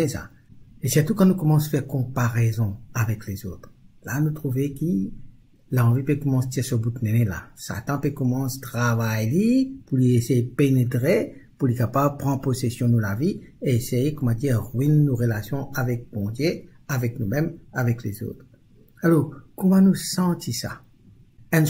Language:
Morisyen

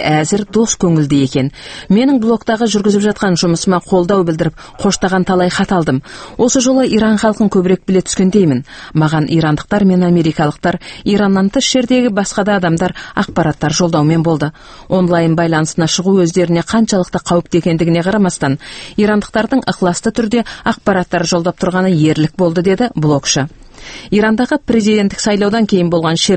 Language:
Kazakh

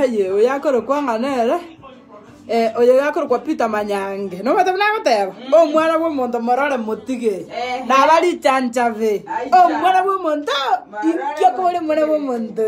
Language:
Gusii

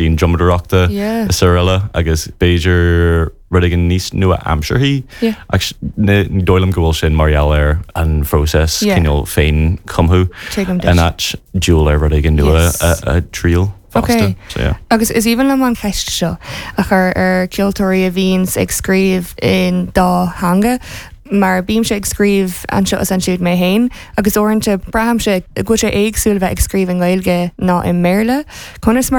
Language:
Irish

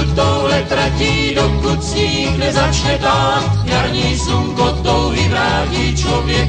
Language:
Czech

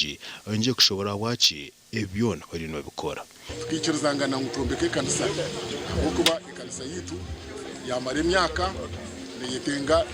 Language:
Nyankole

